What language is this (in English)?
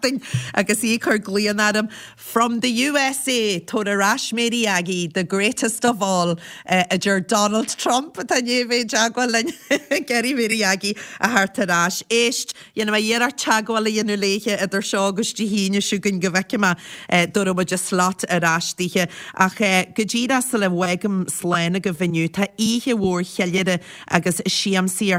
Irish